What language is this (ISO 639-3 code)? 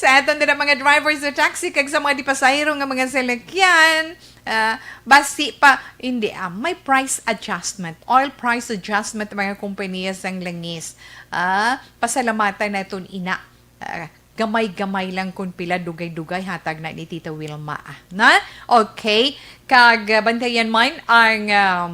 hil